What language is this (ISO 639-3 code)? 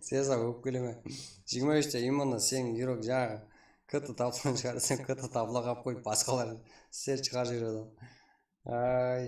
kaa